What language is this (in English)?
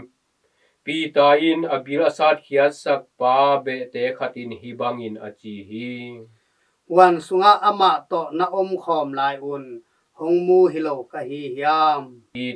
Tedim Chin